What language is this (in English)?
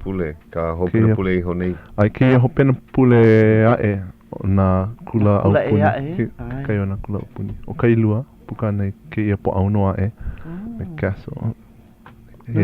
Hawaiian